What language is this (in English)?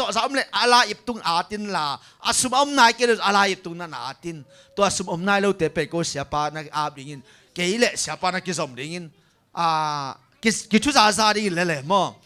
Tedim Chin